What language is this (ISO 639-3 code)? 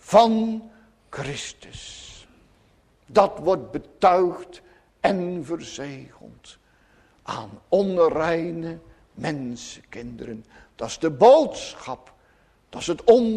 nld